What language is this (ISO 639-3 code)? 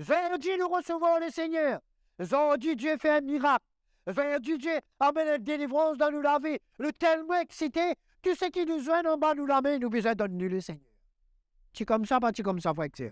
mfe